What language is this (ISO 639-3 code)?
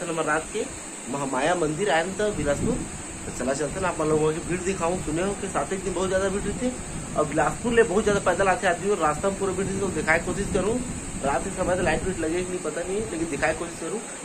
hne